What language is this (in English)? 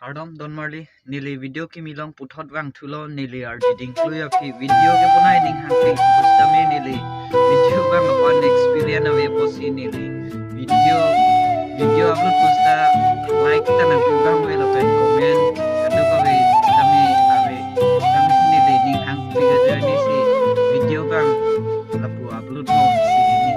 Karbi